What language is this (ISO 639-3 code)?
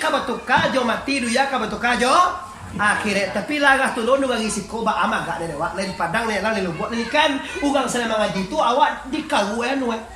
min